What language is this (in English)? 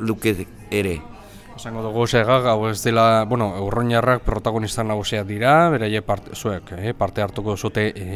Basque